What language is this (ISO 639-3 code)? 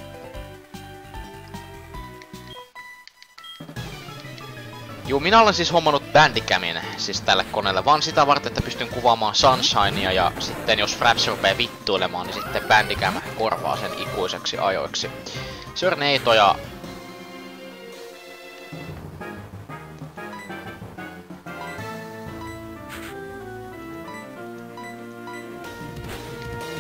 fin